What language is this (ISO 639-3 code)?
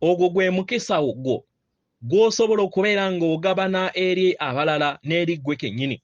lug